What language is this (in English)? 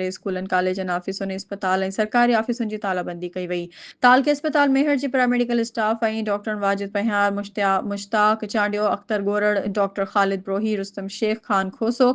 Sindhi